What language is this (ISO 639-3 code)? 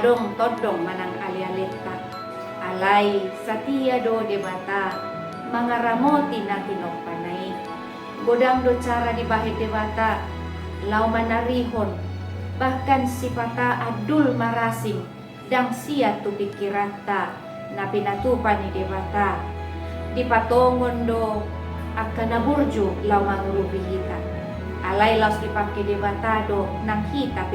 bbc